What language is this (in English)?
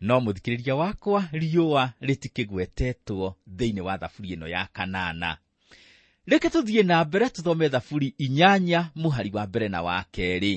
Kikuyu